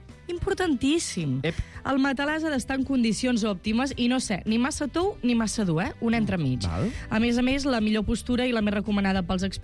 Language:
Catalan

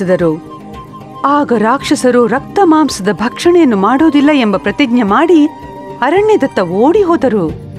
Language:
Kannada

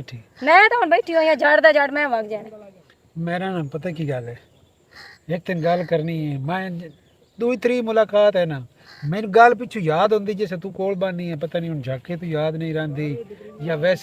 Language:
Western Panjabi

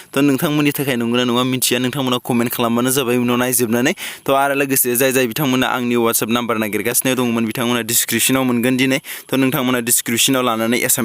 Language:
Bodo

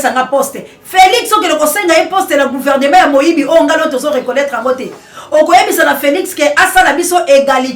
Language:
Lingala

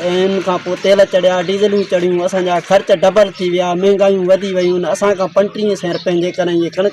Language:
Sindhi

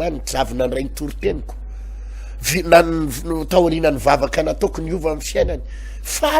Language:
Malagasy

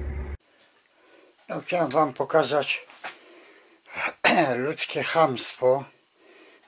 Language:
Polish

